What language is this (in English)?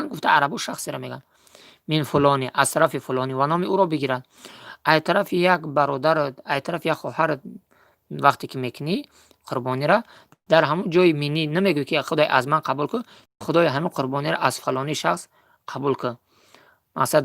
Tajik